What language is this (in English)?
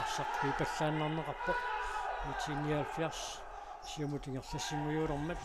Kalaallisut